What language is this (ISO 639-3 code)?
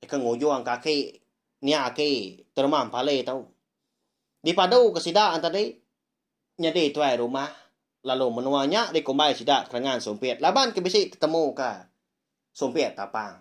iba